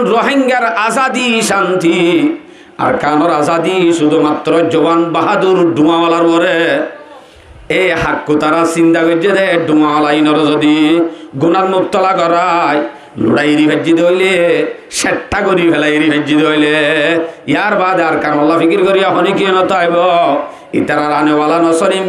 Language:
Rohingya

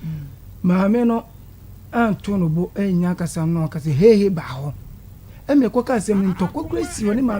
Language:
Akan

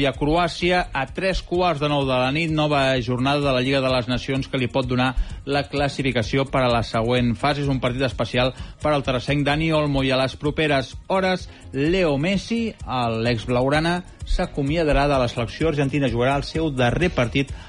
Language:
Catalan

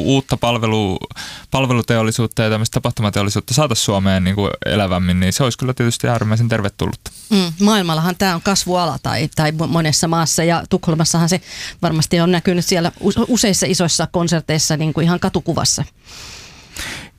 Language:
Finnish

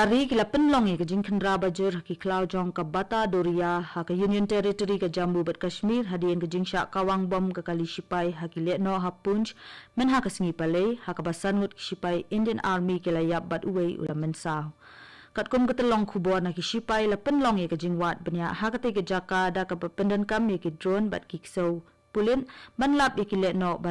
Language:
Khasi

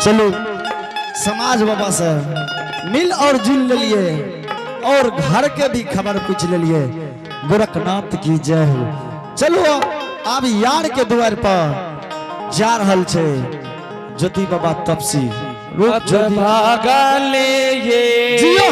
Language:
Angika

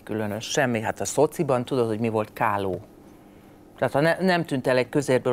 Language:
Hungarian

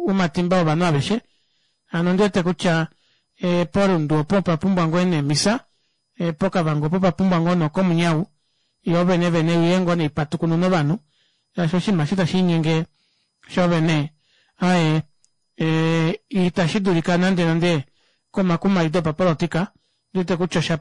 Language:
Kuanyama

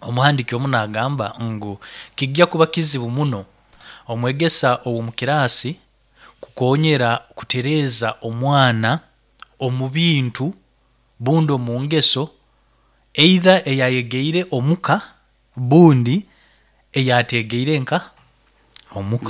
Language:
Nyoro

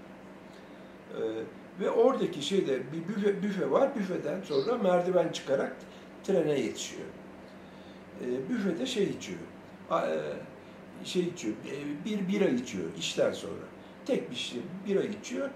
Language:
Turkish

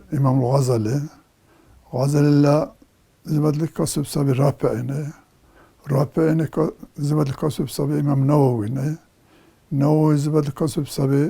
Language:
Dargwa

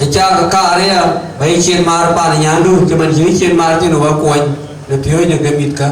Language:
Dinka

